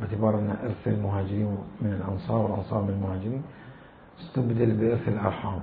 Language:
Mesopotamian Arabic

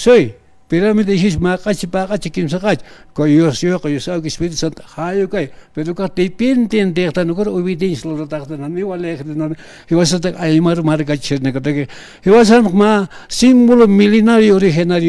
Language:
Aymara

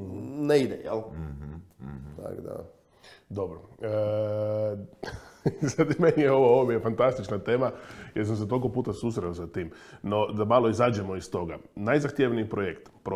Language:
Croatian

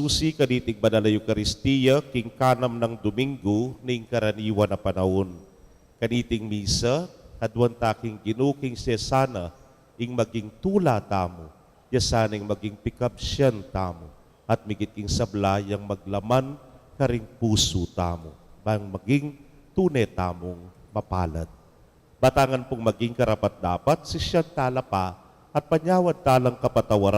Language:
Pampanga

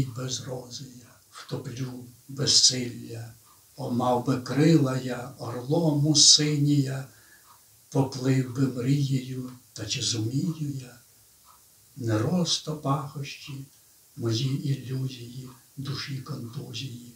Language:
Ukrainian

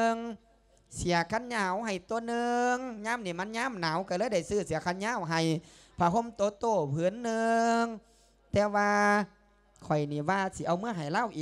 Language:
Lao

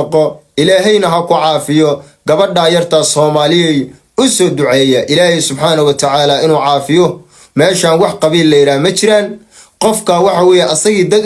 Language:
Somali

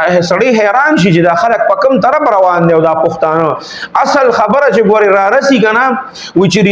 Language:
Pashto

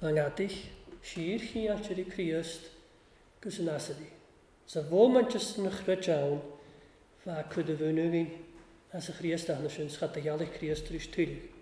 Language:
Welsh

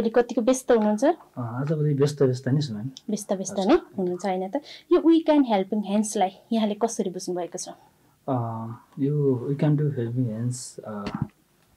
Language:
Nepali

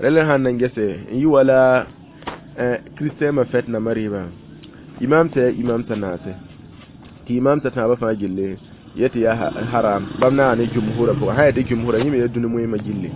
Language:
Mossi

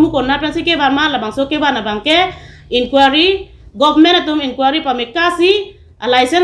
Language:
Karbi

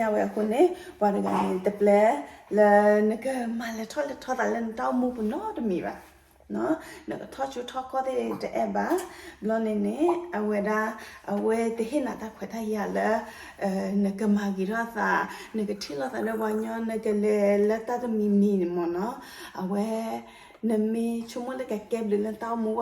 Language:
S'gaw Karen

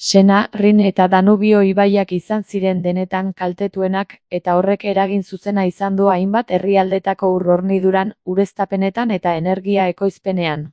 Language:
Basque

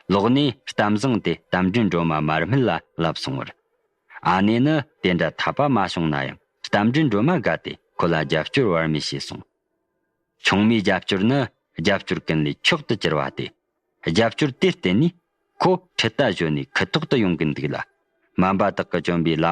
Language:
Tibetan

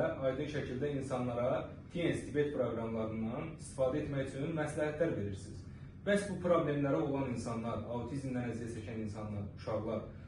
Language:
Azerbaijani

